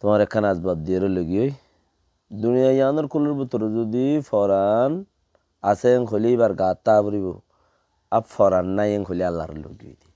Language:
Rohingya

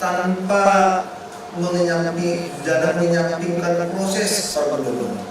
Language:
Batak Simalungun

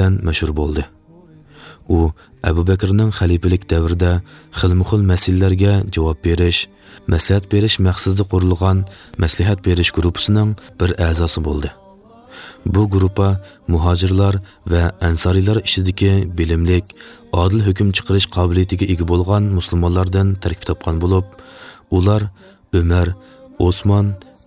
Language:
Uyghur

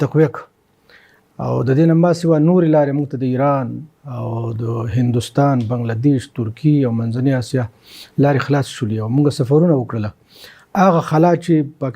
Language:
Pashto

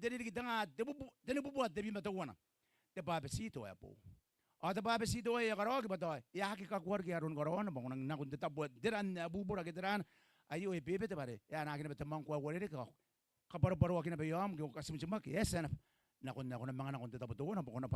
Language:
Gilbertese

